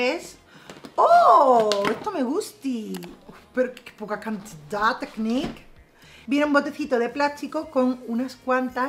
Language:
Spanish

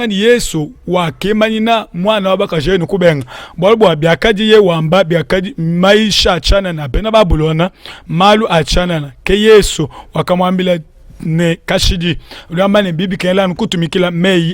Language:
Luba-Lulua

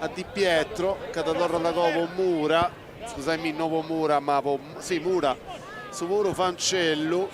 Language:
Sardinian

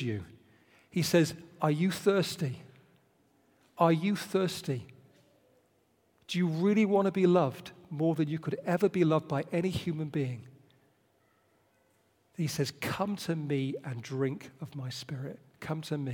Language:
English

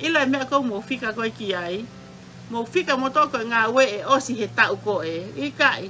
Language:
Tongan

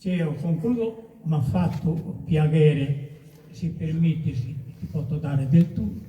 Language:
Sardinian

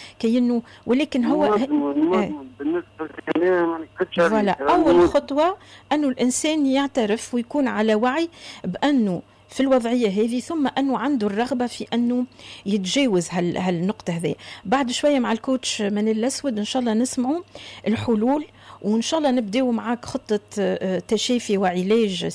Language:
Tunisian Arabic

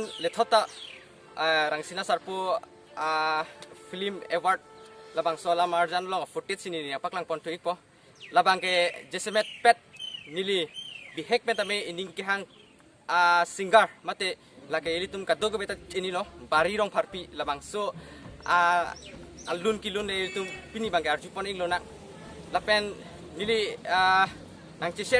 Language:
Karbi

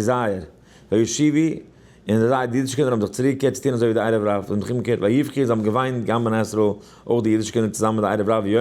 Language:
Yiddish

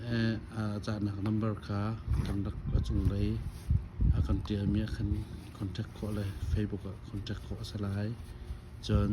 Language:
Hakha Chin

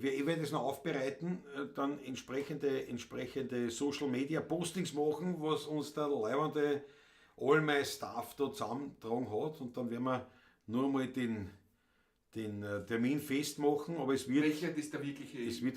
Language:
Bavarian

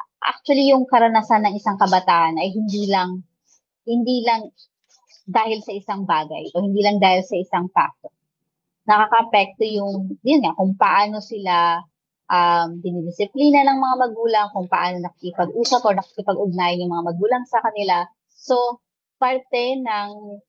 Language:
Filipino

